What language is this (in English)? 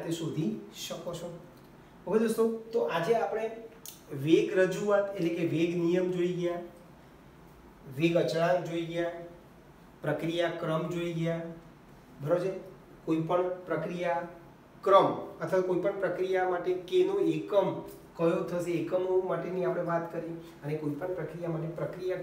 Gujarati